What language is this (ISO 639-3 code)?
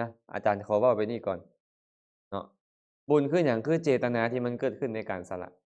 lao